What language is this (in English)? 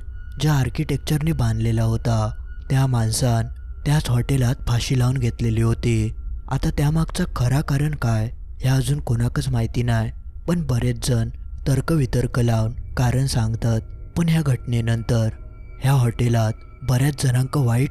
Marathi